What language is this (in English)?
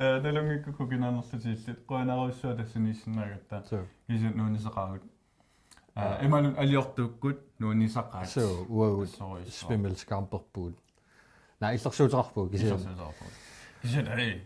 Kalaallisut